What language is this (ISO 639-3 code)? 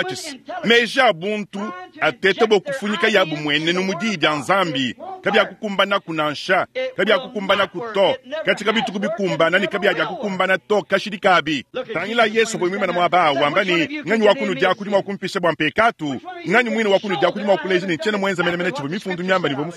lua